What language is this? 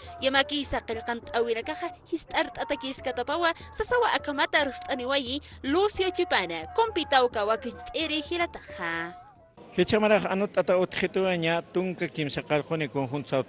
Aymara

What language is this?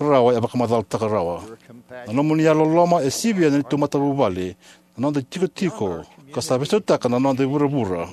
Fijian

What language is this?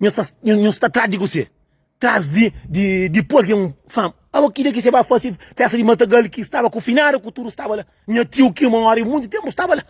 Kabuverdianu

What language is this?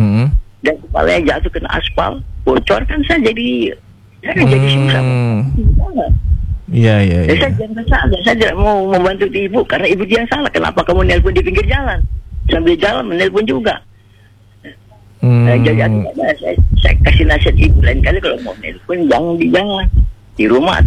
Indonesian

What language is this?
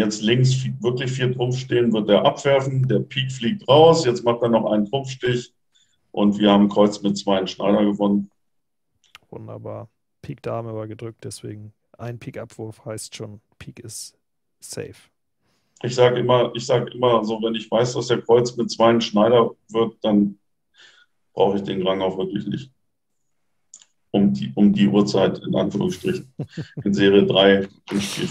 German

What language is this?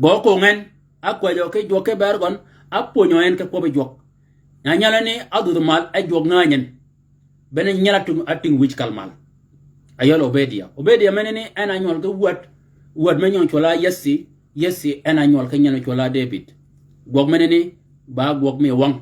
Shilluk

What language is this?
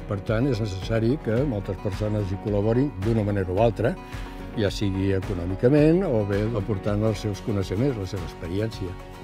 Catalan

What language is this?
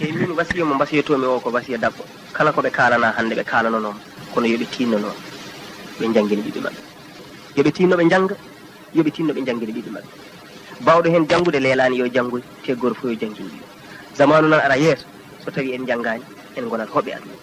Fula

